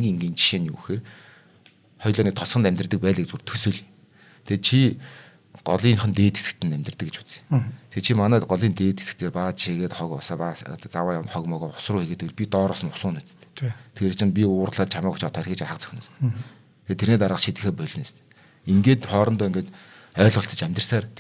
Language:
Mongolian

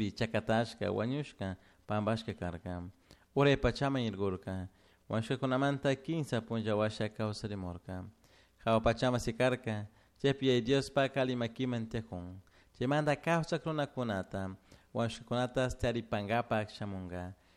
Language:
Chimborazo Highland Quichua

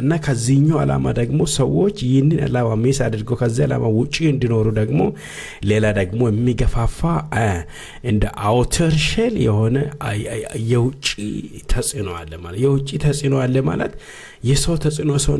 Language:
Amharic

